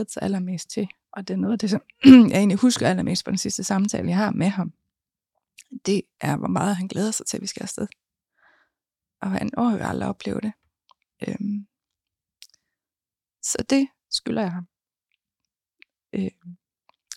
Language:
Danish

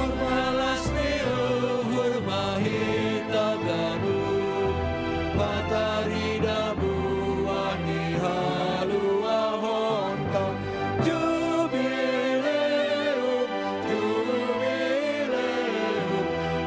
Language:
Batak Simalungun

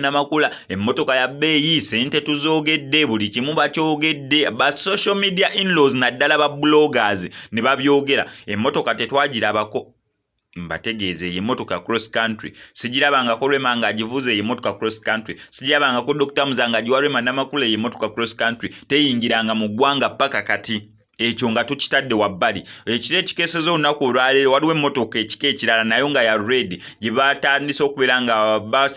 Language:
Ganda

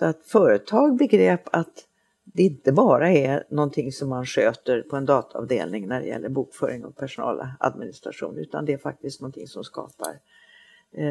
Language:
Swedish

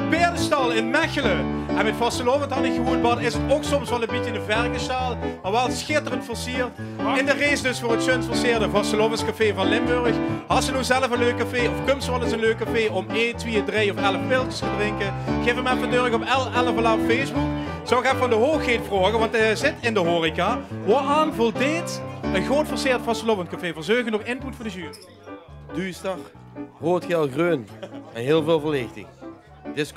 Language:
Limburgish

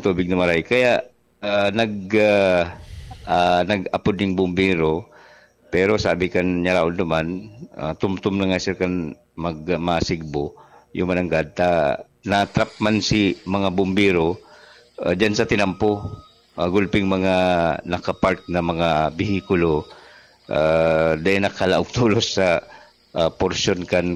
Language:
Bikol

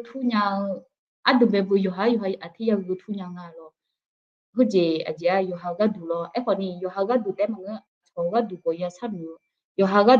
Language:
Akha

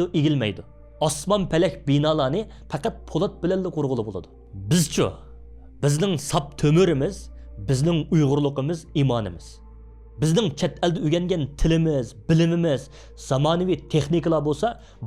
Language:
Uyghur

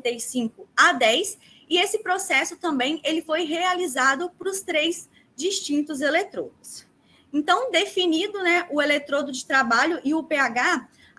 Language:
Portuguese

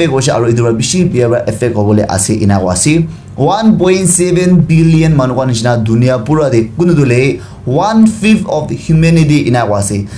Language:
Naga Pidgin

